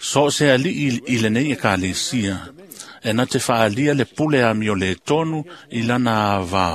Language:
Samoan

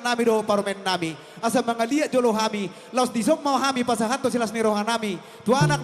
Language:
Batak Toba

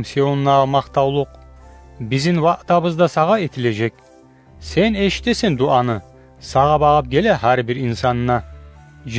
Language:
Kumyk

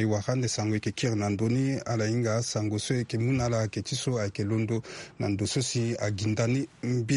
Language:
Sango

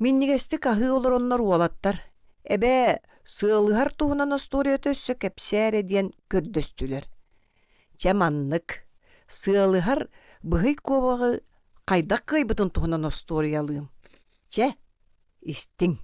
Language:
Yakut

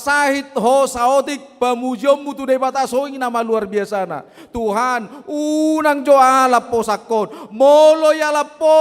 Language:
Batak Toba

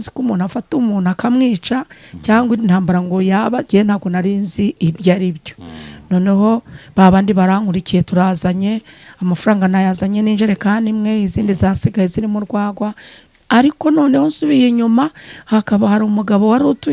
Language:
Kinyarwanda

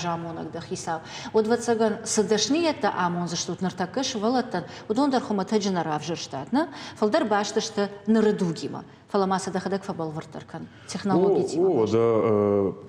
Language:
Ossetic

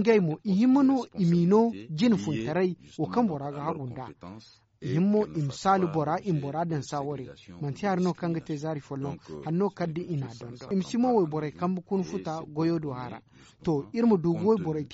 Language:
Zarma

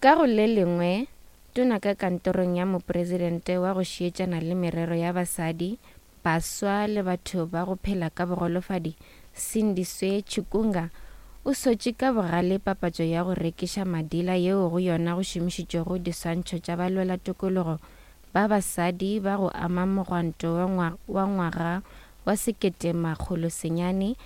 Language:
Northern Sotho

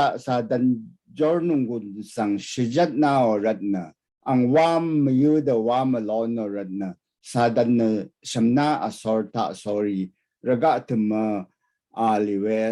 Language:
Rawang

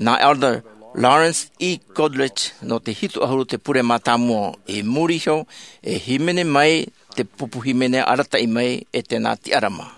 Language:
Tahitian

